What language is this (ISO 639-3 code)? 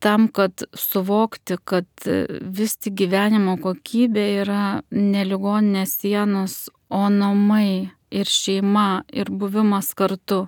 lit